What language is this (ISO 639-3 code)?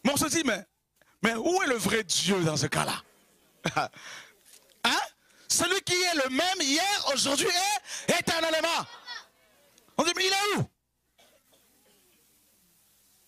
fra